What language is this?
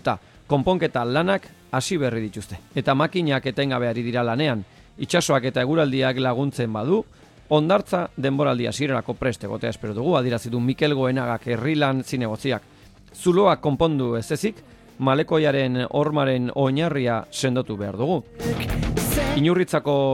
Basque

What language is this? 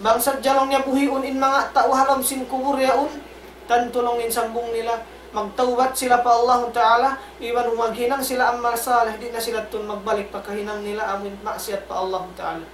Tausug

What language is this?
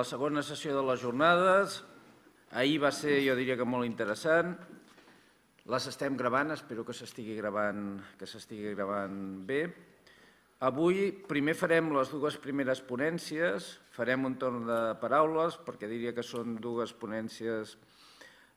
Catalan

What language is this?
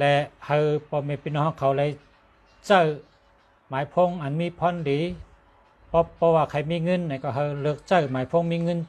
Shan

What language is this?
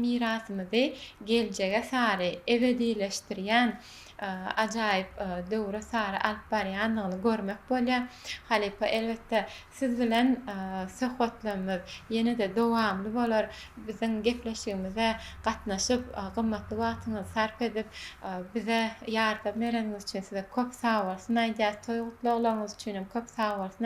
Turkmen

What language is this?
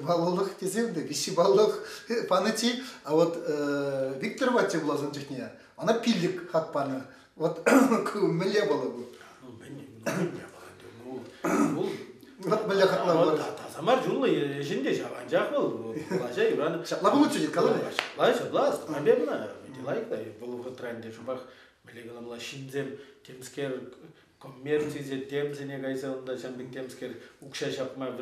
Chuvash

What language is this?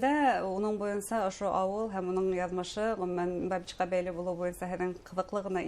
Bashkir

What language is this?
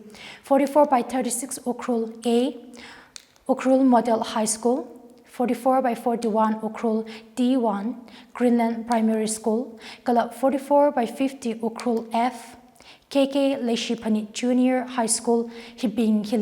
Tangkhul Naga (India)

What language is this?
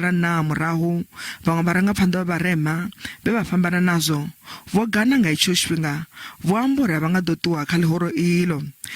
Venda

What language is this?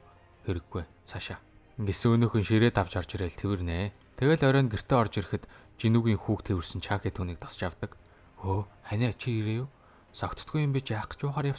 Mongolian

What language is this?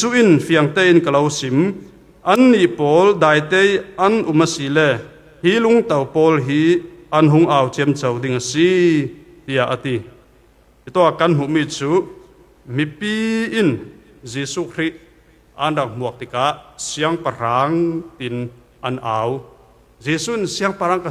Falam Chin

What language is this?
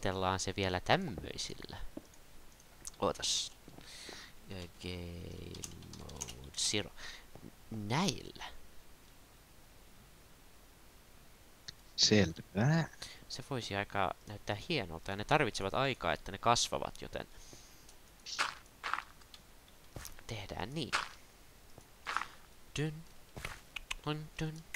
Finnish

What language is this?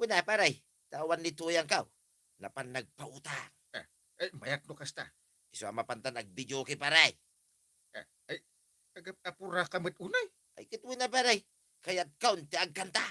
Iloko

